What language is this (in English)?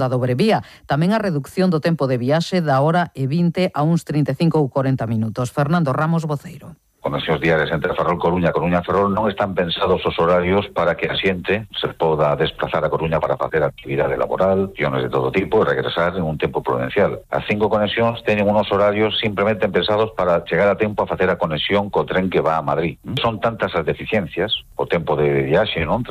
Galician